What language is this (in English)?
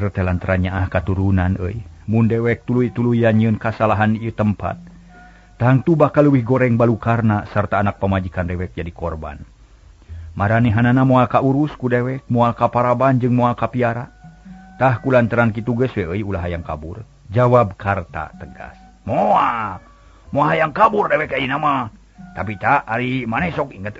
Sundanese